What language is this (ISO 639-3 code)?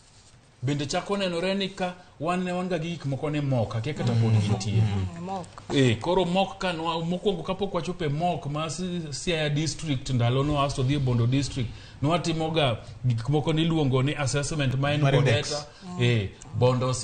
luo